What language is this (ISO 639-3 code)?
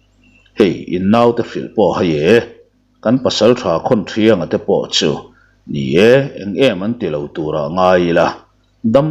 lus